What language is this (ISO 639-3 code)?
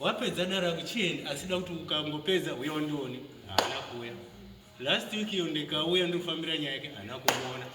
sna